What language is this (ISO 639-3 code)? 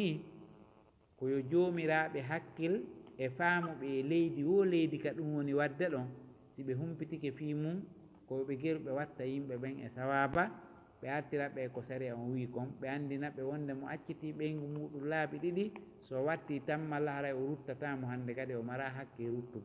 ful